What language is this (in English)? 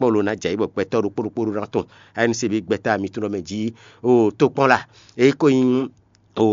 Fon